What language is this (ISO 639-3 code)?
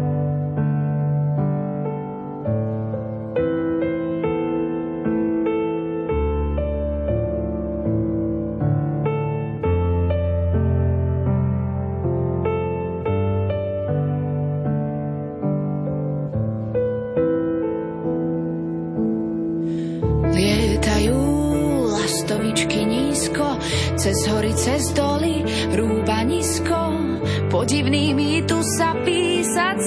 slk